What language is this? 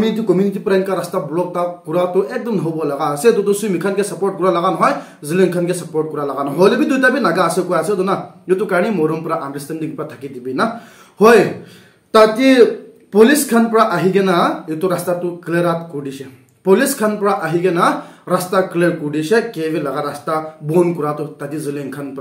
Naga Pidgin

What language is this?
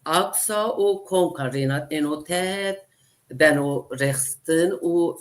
Zaza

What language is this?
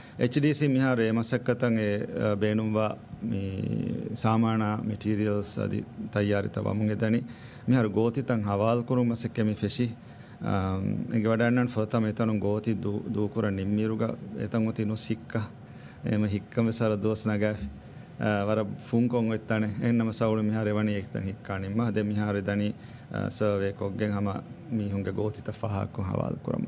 Divehi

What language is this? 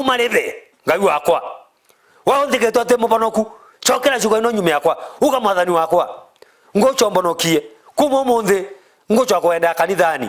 Meru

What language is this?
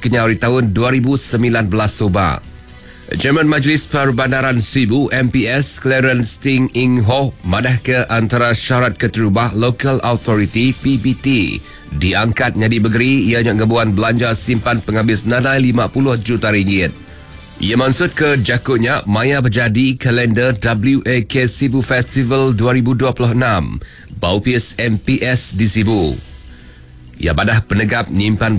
Iban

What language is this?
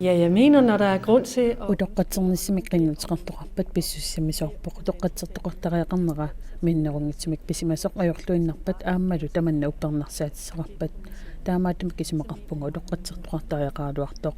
Kalaallisut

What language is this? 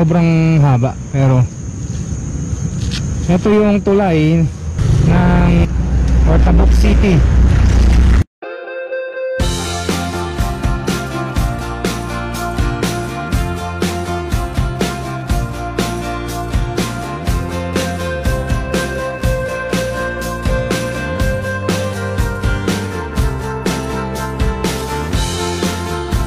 Filipino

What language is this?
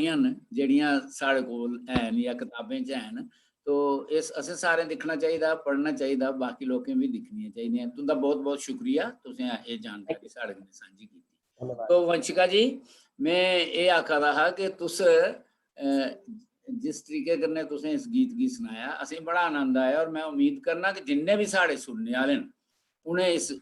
Dogri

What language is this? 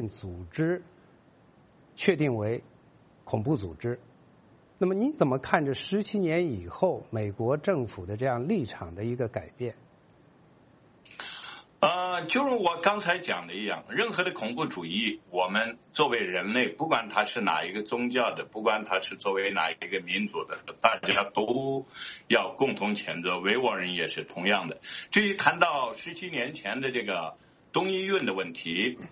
Chinese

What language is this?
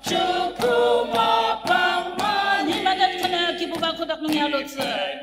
Ao Naga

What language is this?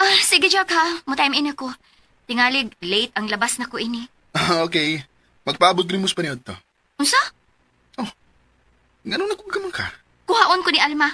Cebuano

